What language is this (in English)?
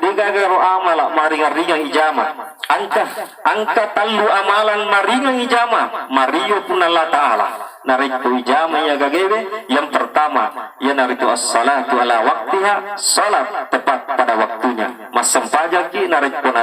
Buginese